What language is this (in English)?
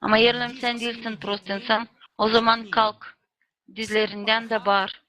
Gagauz